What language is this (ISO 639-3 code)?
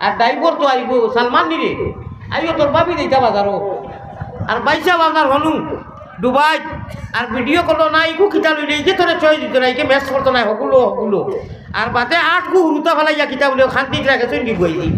syl